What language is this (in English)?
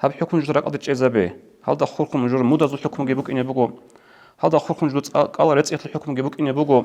Avaric